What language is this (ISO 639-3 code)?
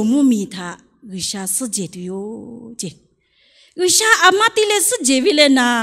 lhu